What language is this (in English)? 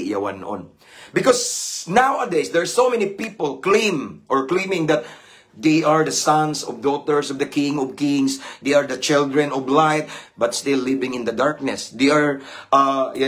Cebuano